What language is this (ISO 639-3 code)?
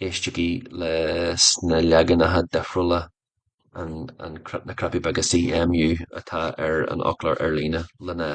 gle